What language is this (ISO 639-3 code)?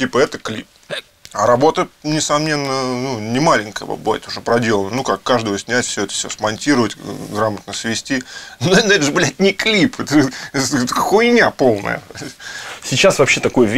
rus